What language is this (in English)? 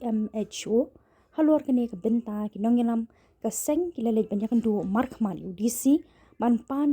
Khasi